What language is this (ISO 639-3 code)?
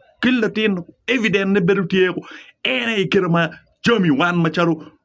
ach